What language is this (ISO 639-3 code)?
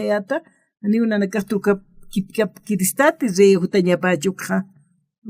aym